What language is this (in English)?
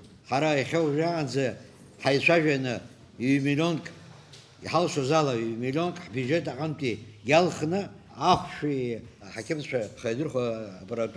Abkhazian